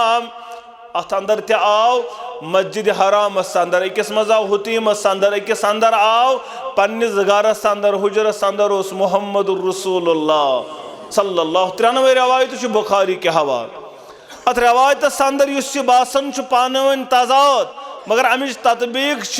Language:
Kashmiri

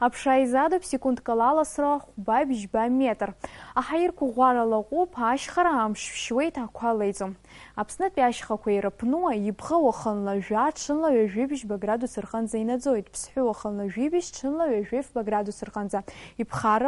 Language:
Abkhazian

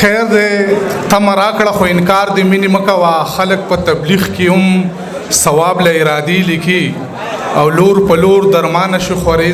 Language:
Pashto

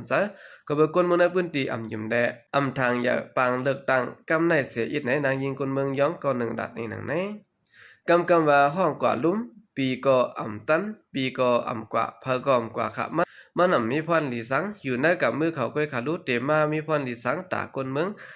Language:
Shan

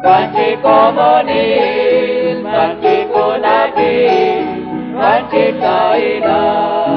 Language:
Kekchí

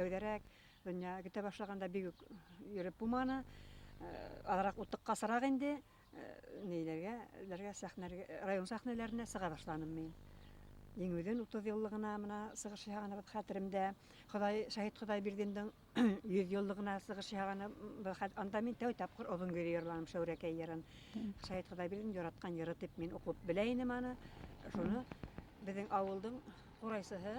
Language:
Bashkir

